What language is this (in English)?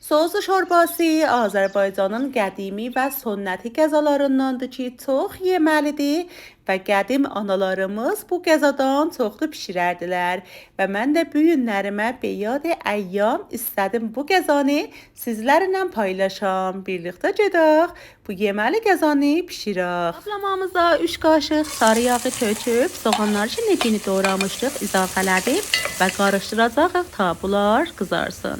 South Azerbaijani